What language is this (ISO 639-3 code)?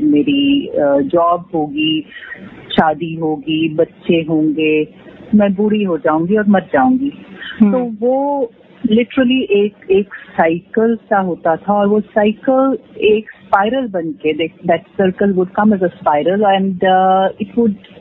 hin